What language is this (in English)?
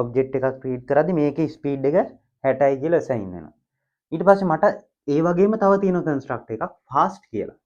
Sinhala